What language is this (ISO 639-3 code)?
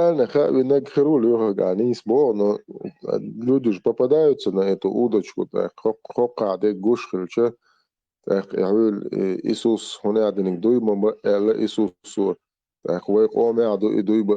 che